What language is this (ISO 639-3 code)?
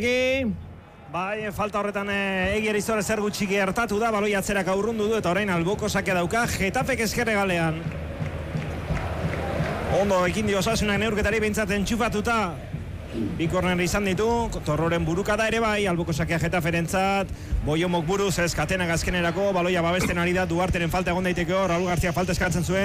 eus